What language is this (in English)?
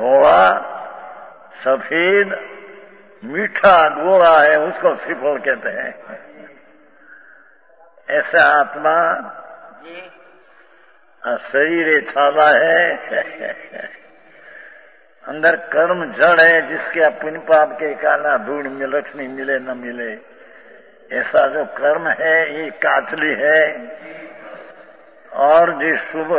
Hindi